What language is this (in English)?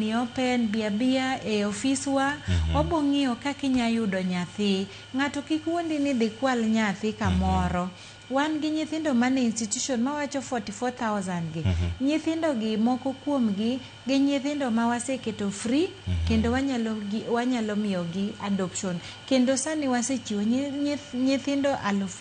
Luo (Kenya and Tanzania)